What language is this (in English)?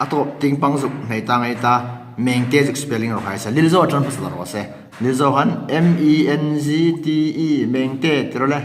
Hmar